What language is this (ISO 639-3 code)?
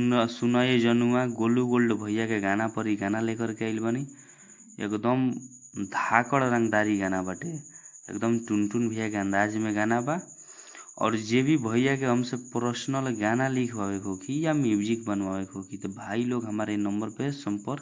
bho